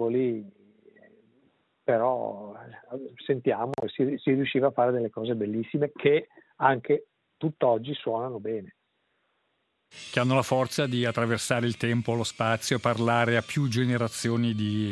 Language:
Italian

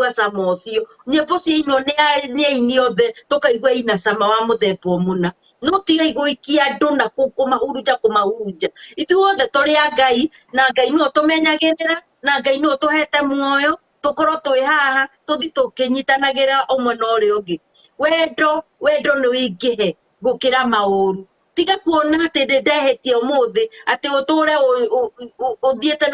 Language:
Kikuyu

